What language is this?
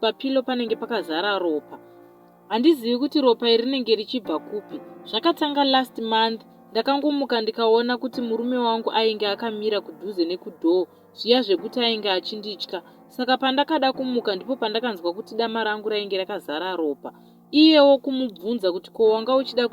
Shona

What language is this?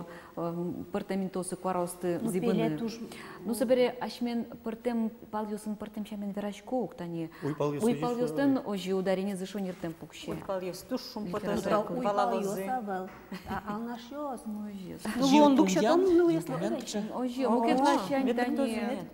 Udmurt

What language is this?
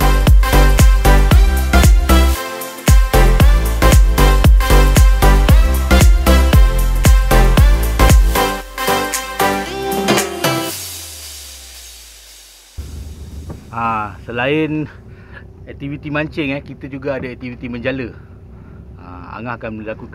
Malay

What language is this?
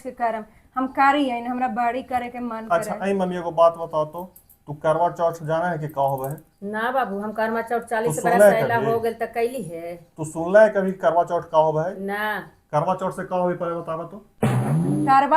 Magahi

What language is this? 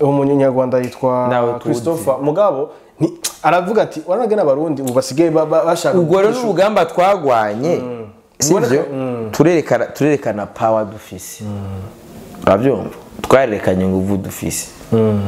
Rundi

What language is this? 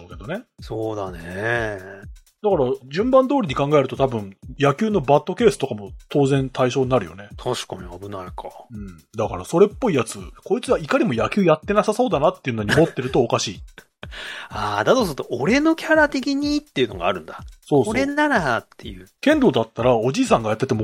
Japanese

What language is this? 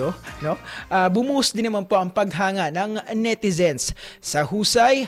Filipino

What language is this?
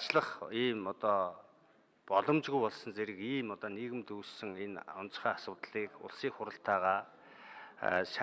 Mongolian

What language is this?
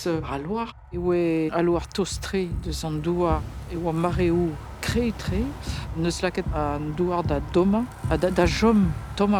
Breton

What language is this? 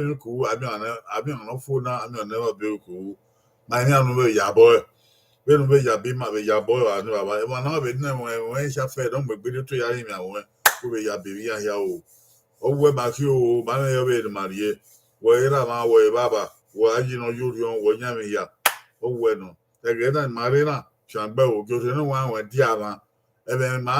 Bini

